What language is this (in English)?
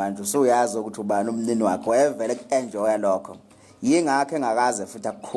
Zulu